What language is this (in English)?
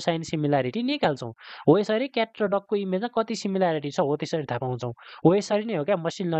Nepali